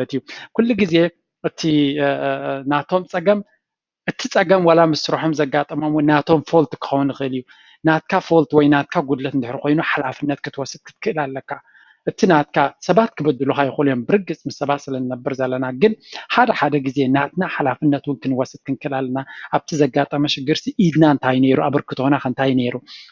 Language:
Tigrinya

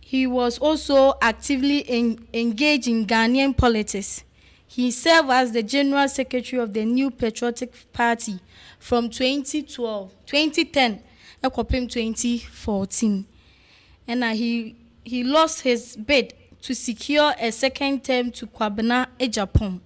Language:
Akan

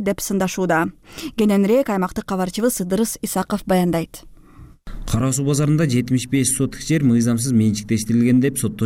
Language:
Kyrgyz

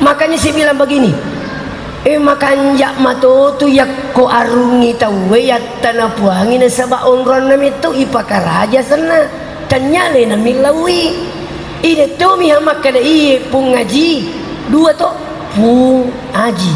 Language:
Buginese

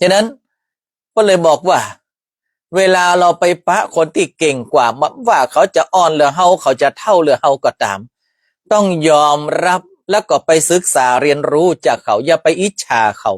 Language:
Northern Thai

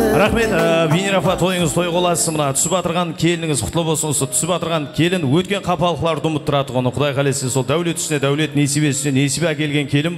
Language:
Kara-Kalpak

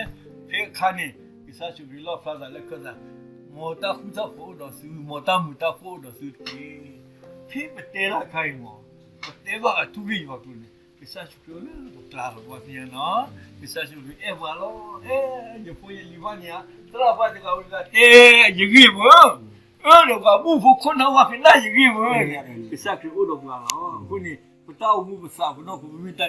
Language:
S'gaw Karen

